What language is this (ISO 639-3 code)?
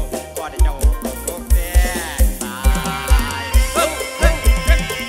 tha